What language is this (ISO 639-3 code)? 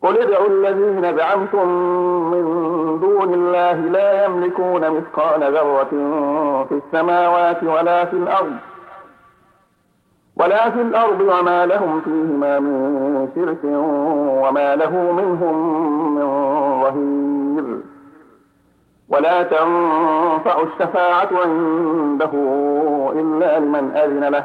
ara